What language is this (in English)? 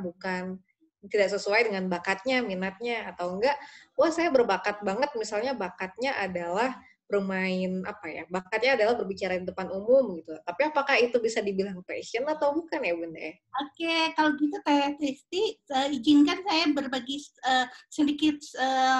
Indonesian